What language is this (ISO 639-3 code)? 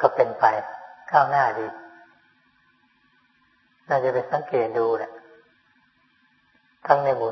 tha